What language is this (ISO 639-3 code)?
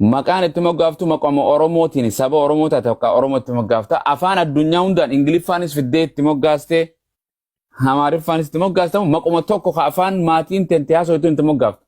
orm